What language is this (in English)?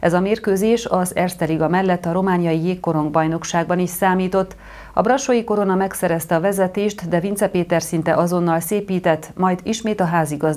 Hungarian